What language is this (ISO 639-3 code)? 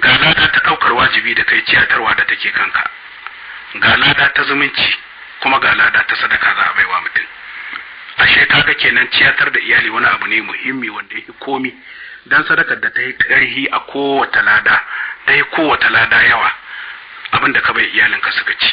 hau